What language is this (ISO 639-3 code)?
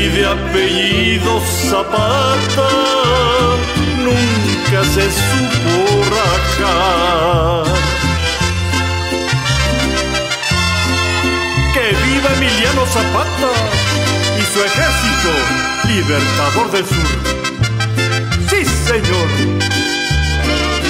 spa